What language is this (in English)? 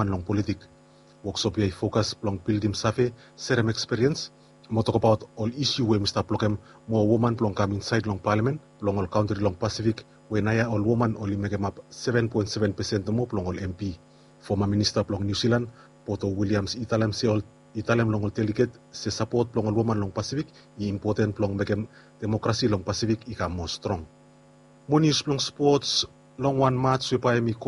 Bislama